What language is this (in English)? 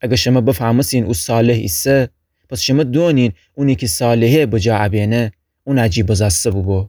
Gilaki